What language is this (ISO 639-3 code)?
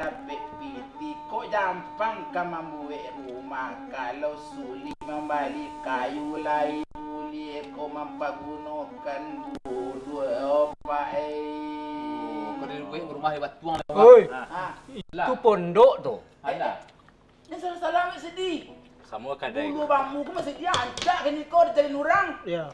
min